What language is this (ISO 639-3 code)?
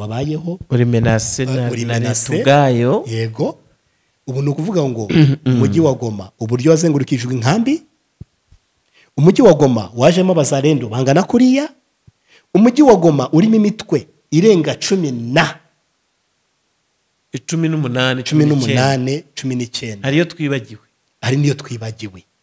kin